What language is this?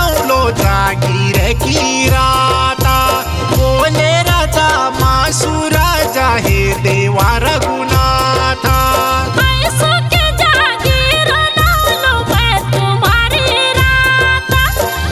Bhojpuri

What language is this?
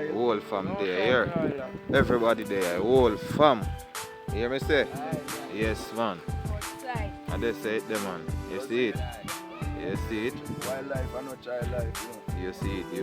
Jamaican Creole English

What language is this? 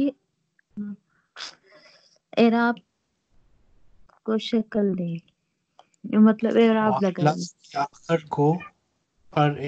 Urdu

